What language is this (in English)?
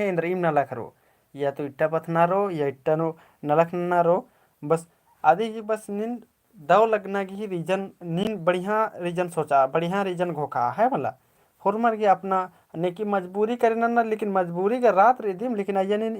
Kurukh